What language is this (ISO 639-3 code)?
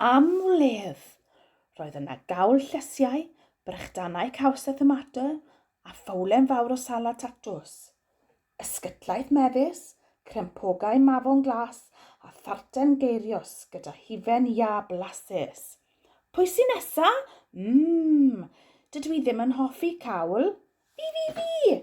cym